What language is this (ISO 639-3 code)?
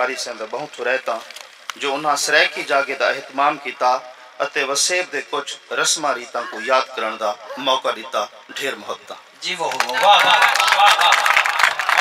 skr